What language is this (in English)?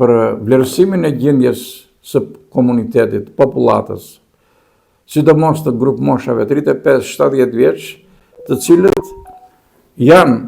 Albanian